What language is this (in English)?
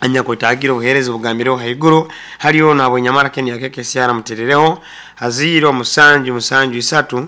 Nyoro